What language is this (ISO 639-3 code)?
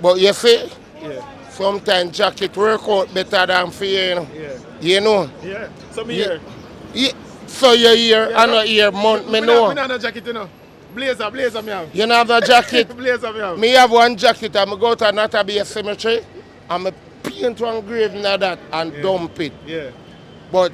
jam